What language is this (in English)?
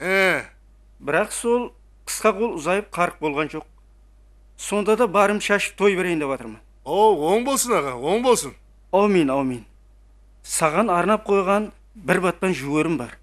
Kara-Kalpak